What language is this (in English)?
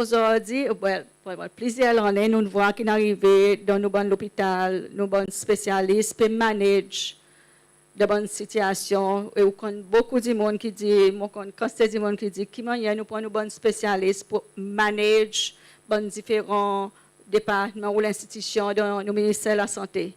Seselwa Creole French